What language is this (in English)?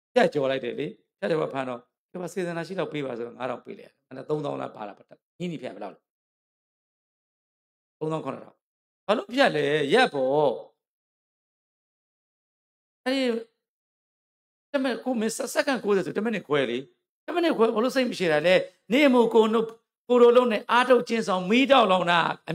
Burmese